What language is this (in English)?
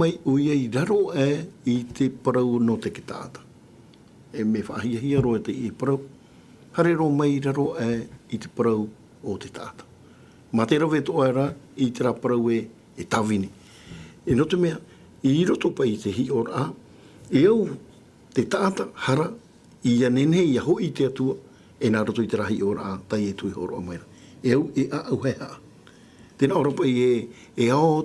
Tahitian